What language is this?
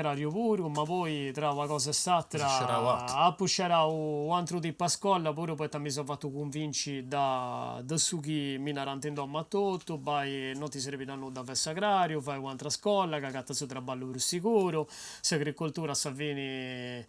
Sardinian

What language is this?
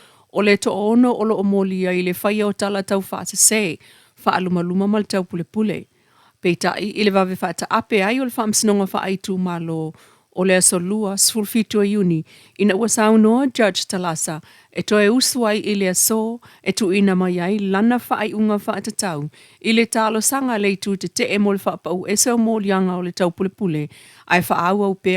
Samoan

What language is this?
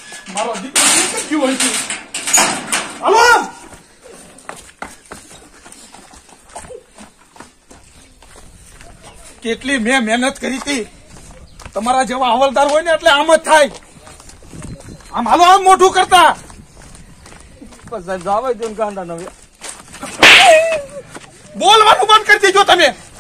Gujarati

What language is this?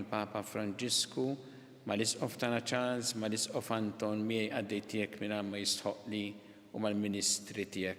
Maltese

